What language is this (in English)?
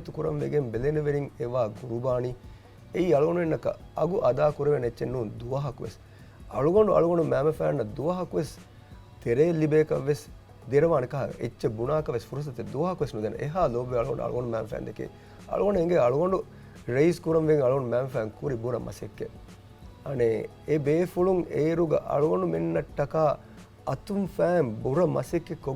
Divehi